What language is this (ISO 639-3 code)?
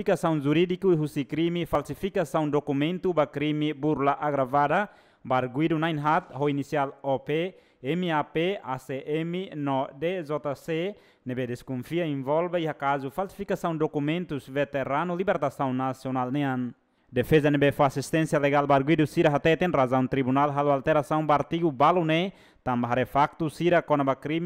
tet